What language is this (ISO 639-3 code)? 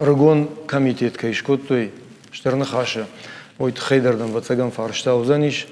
oss